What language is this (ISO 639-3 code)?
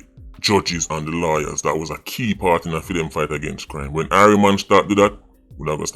jam